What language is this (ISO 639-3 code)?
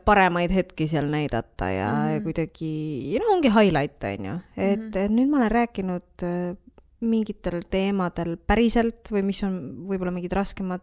est